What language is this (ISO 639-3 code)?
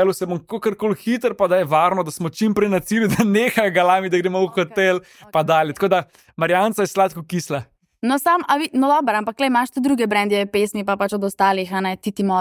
slv